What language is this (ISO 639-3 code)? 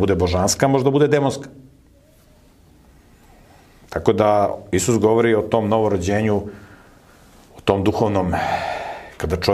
srp